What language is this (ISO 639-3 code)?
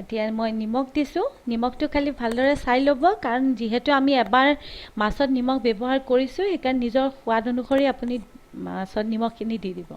asm